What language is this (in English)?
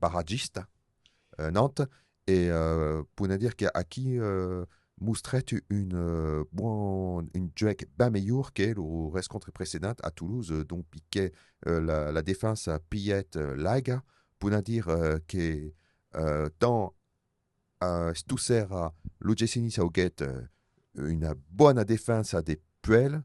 Occitan